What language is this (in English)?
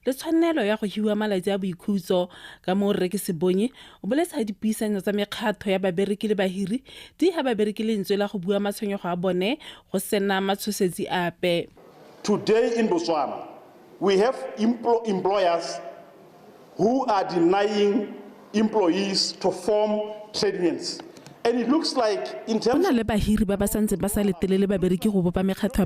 Tswana